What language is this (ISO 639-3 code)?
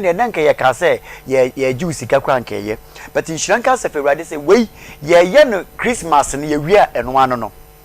aka